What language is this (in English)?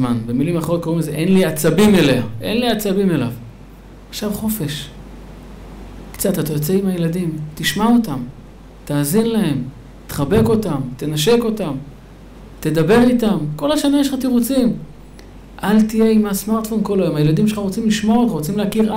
Hebrew